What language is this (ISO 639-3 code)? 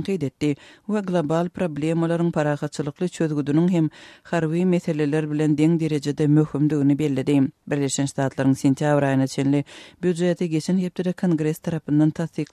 tuk